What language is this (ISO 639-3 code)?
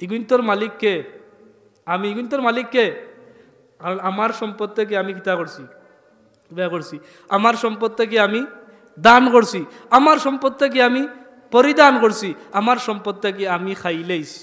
syl